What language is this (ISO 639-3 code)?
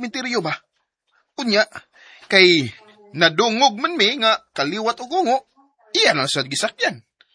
ceb